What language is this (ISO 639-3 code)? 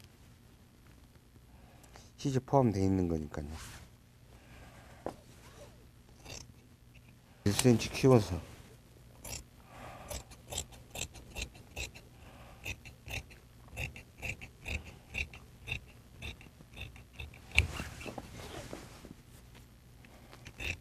kor